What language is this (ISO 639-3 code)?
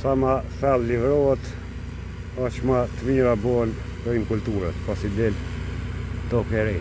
sqi